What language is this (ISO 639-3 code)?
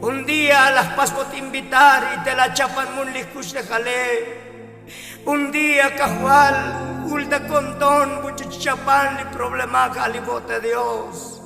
tzo